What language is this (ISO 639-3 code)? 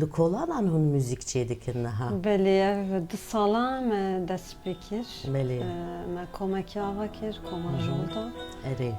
kur